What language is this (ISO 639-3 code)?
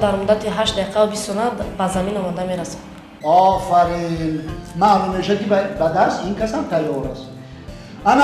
tgk